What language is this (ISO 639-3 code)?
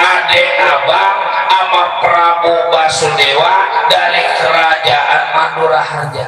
bew